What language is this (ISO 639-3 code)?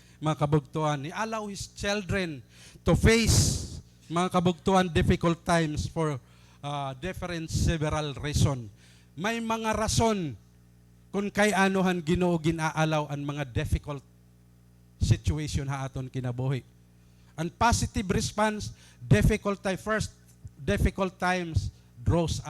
war